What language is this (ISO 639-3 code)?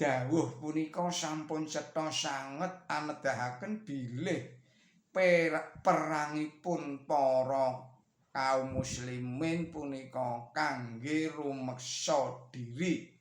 jav